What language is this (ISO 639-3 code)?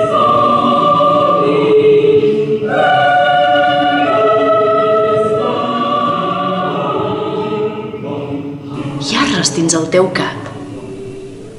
cat